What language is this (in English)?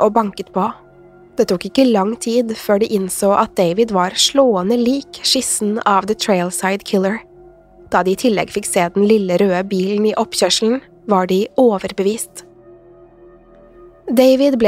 Norwegian